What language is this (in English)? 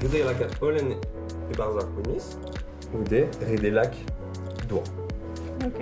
Breton